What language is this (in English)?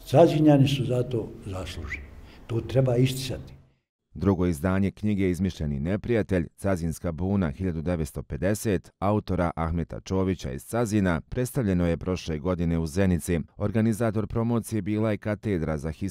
Bosnian